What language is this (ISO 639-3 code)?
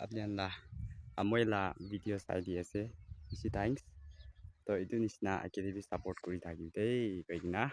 nag